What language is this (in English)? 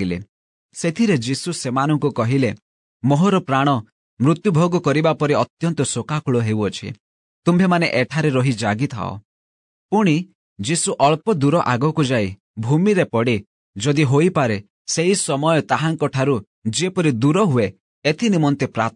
Odia